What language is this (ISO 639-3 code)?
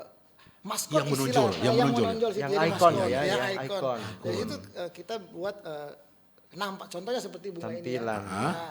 xmm